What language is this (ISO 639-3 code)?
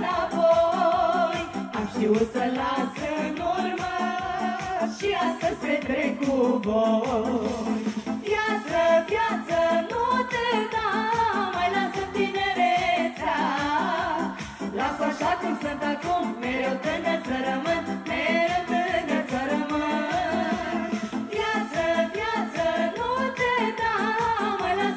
ron